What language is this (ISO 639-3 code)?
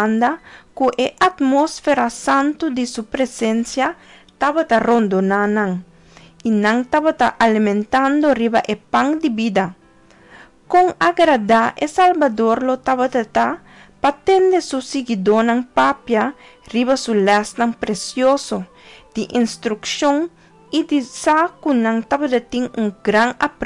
pap